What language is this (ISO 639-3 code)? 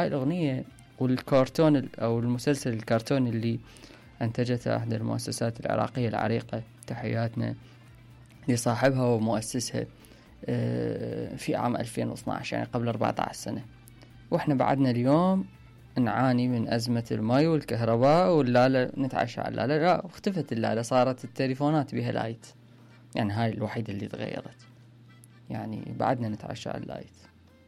acm